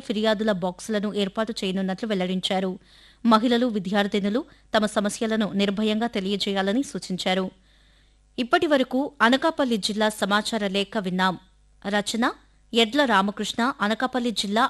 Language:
Telugu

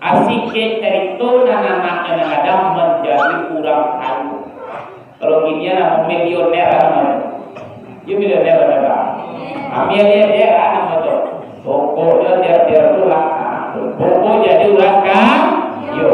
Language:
Minangkabau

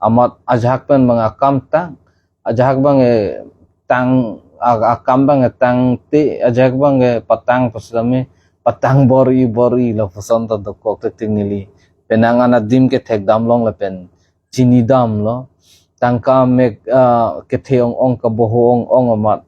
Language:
Karbi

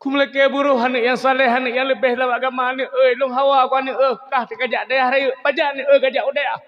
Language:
Achinese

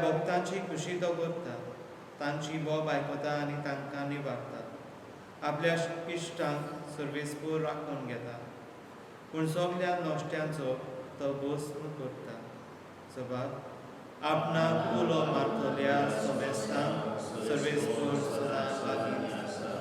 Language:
Konkani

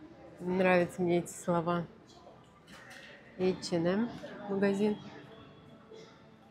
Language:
Russian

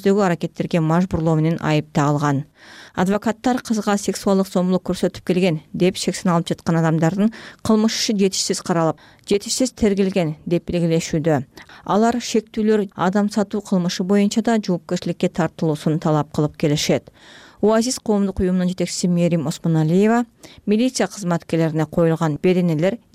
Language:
Kyrgyz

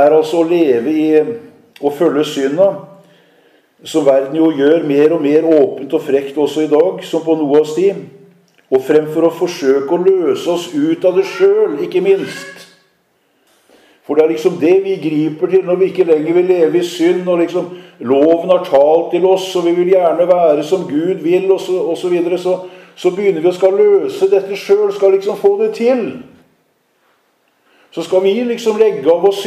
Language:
Norwegian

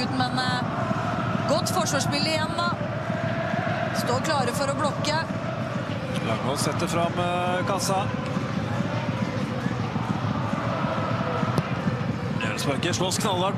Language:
Norwegian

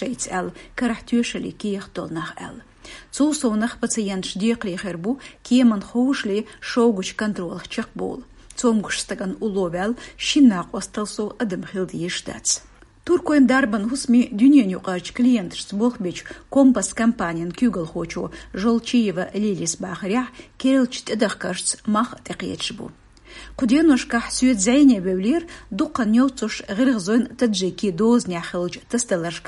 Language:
Chechen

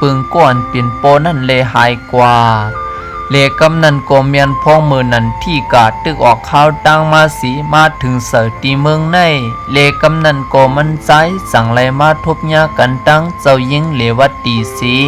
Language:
Shan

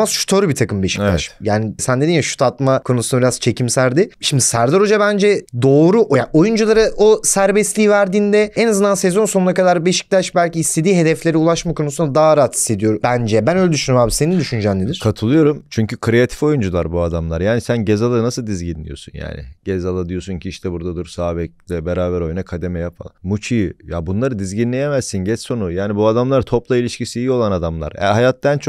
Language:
Turkish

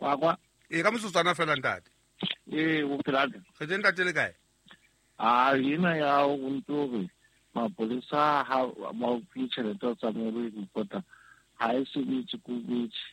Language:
Southern Sotho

